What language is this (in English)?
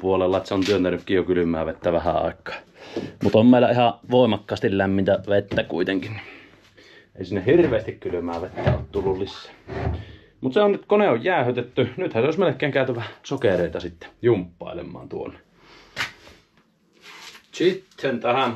Finnish